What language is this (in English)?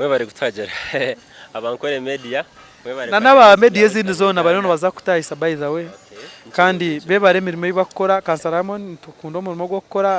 Nyankole